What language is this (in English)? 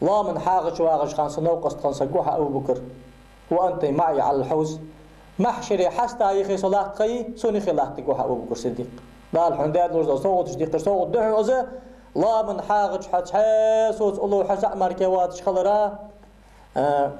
Ingush